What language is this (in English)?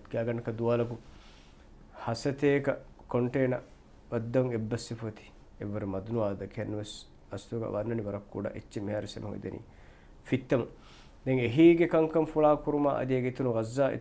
Divehi